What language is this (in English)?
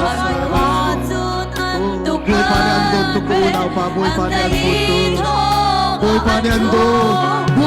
Hakha Chin